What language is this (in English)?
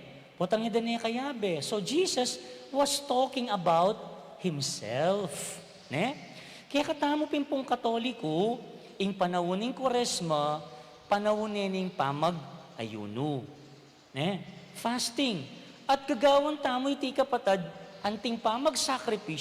Pampanga